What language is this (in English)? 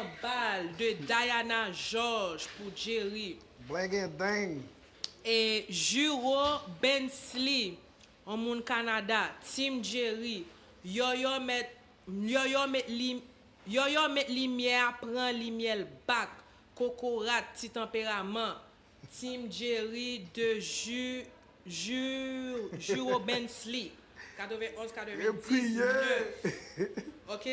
Haitian Creole